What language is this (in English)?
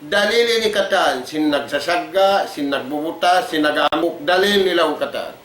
Tausug